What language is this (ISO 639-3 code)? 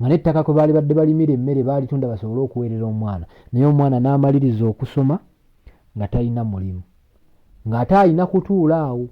lug